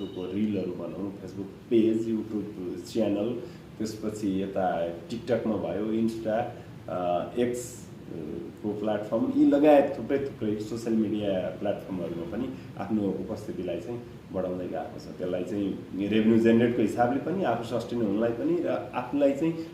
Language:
Nepali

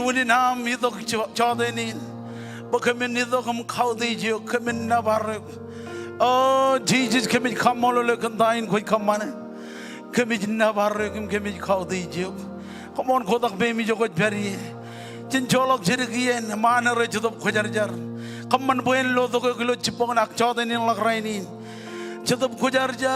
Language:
Marshallese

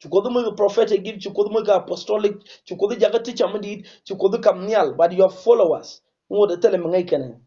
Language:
Nuer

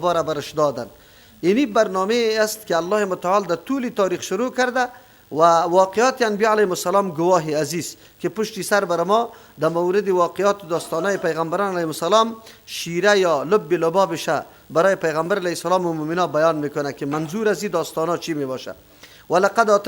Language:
Persian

